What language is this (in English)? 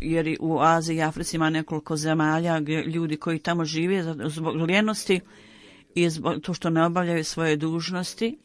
Bosnian